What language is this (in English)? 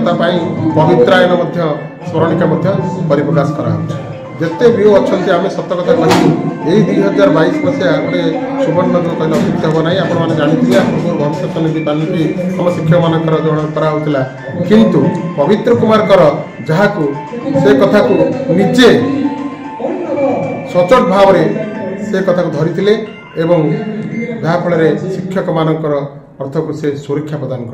Odia